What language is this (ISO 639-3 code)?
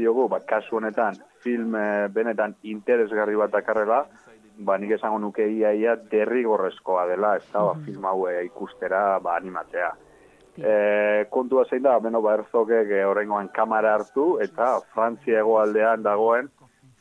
eus